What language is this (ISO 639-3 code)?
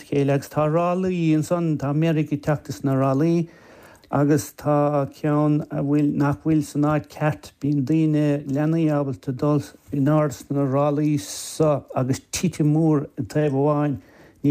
gle